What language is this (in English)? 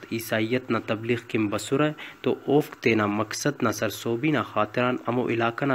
Brahui